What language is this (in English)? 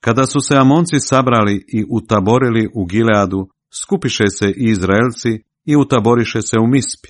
Croatian